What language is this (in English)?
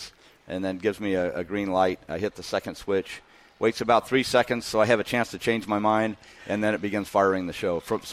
English